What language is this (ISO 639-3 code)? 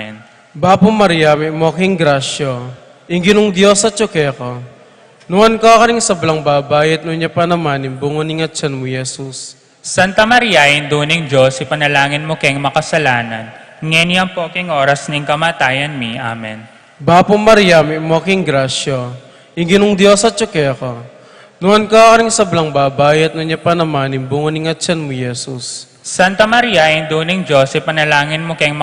pam